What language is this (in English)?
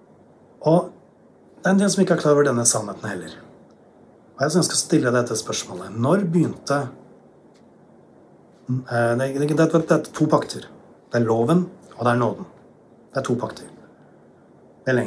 Norwegian